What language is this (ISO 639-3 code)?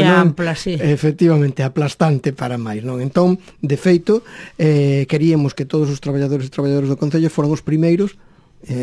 glg